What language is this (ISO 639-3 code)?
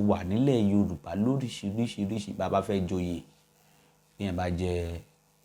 yor